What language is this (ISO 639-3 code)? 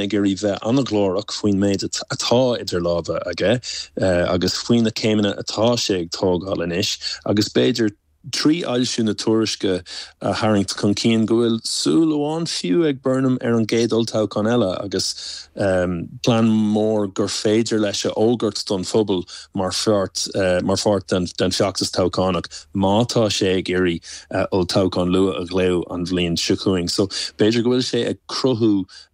gle